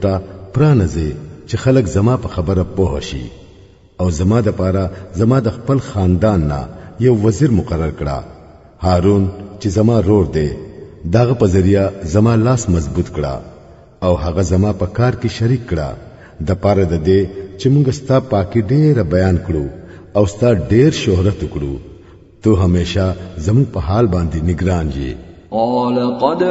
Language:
Pashto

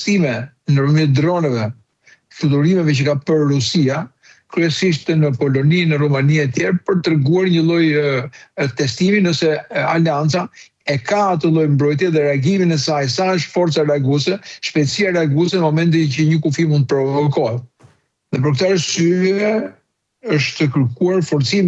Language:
Albanian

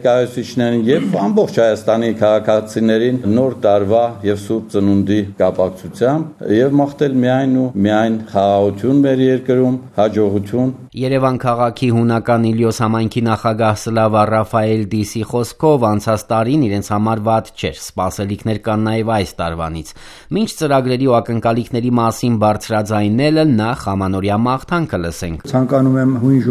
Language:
Armenian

